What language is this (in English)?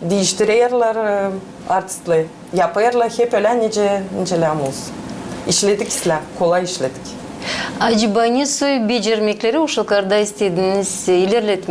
Gagauz